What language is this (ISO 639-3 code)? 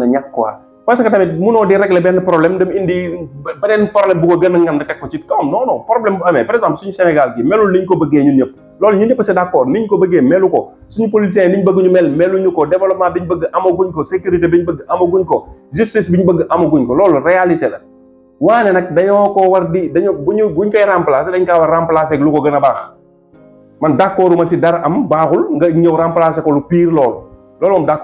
wol